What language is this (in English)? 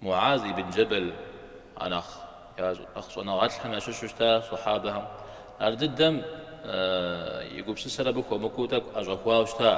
Kabardian